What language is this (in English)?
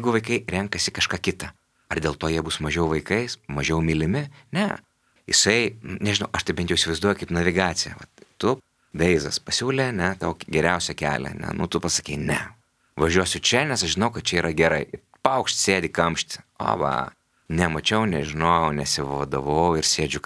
Lithuanian